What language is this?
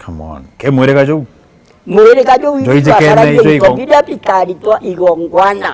Meru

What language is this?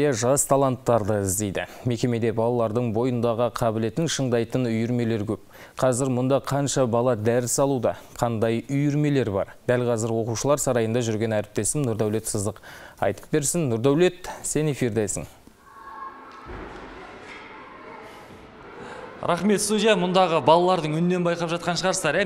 Kazakh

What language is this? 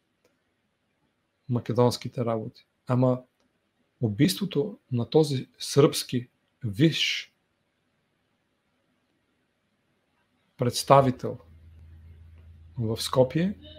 Bulgarian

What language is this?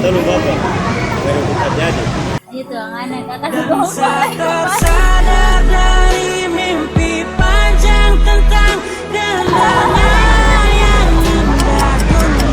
Ambonese Malay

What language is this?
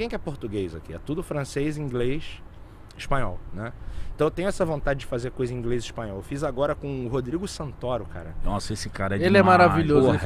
Portuguese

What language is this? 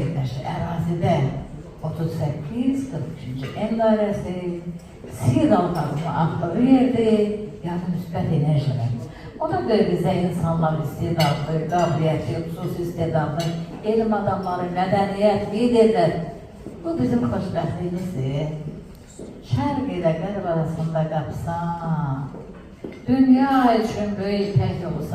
Azerbaijani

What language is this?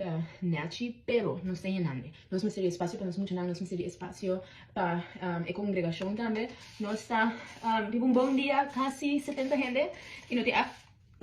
Papiamento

